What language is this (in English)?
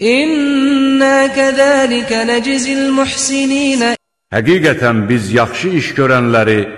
Azerbaijani